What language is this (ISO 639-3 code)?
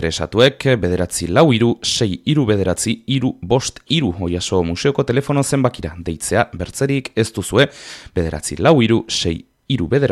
eus